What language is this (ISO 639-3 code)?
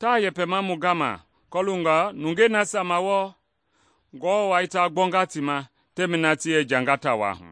men